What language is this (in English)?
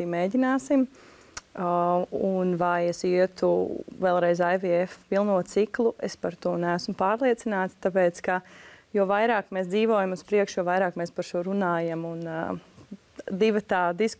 Latvian